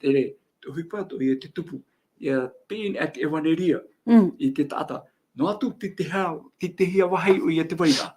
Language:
Tahitian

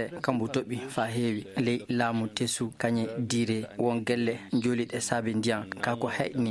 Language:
Fula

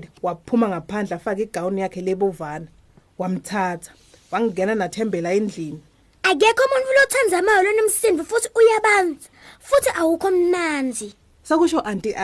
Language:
Swati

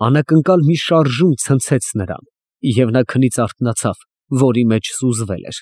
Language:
Armenian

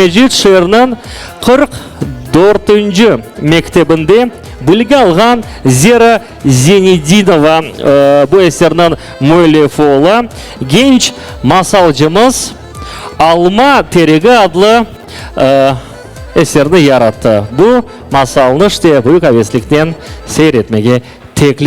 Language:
Crimean Tatar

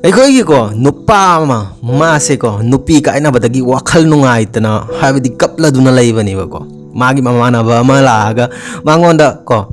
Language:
Manipuri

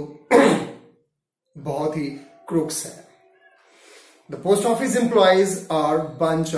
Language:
Hindi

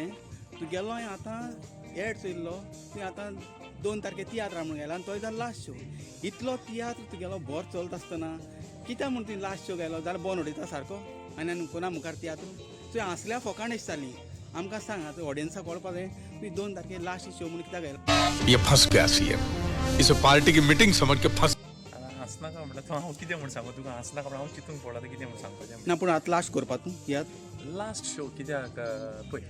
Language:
Konkani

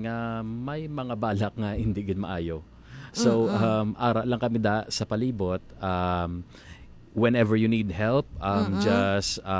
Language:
Hiligaynon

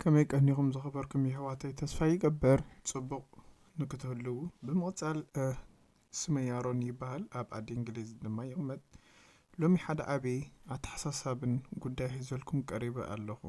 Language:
Tigrinya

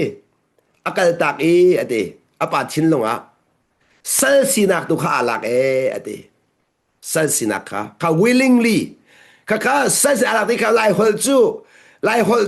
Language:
Hakha Chin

